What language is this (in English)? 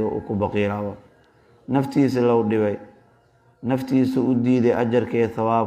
Somali